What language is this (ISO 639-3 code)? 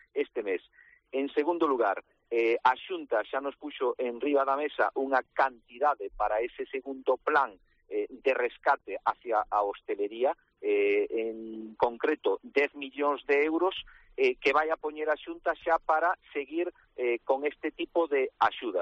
glg